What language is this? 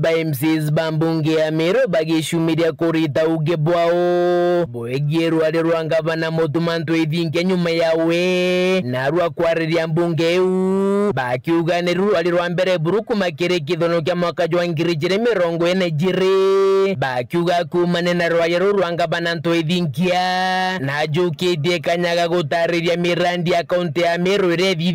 Meru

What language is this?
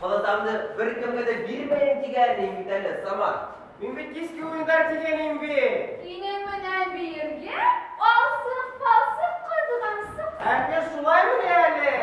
Bashkir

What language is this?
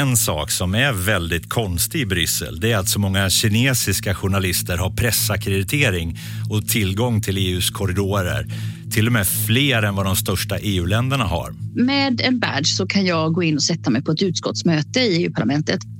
Swedish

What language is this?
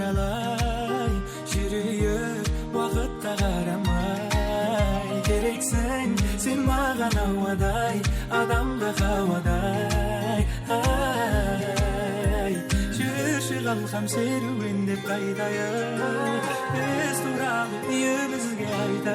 Kara-Kalpak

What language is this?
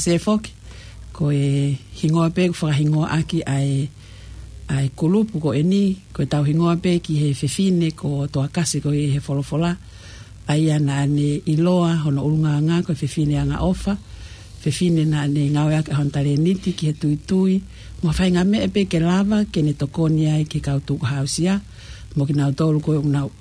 Tongan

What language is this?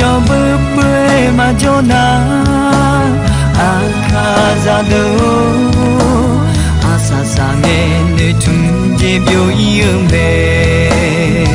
Akha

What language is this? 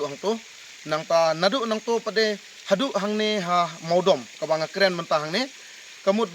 Khasi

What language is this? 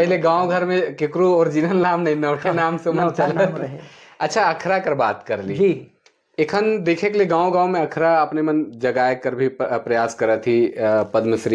Sadri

